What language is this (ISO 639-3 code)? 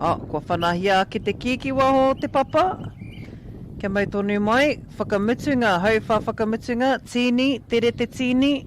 mri